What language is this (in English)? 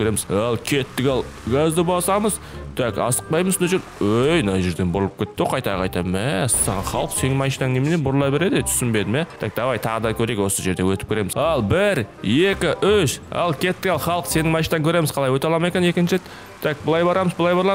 Kazakh